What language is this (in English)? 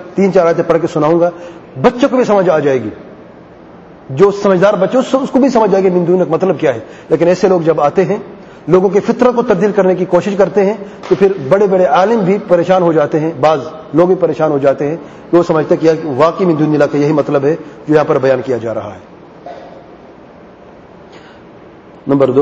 Urdu